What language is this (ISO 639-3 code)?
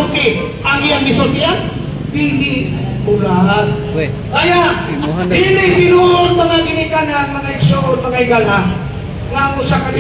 ceb